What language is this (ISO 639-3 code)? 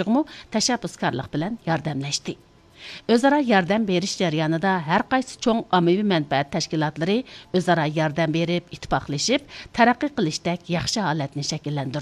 uig